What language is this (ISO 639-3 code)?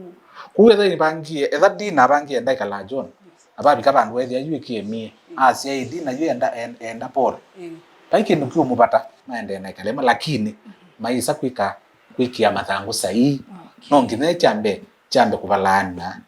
kam